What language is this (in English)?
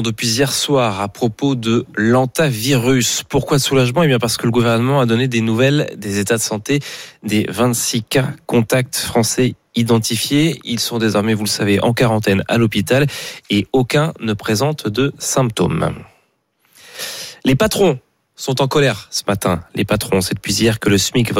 French